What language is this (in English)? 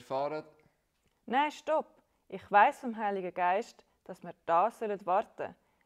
Swiss German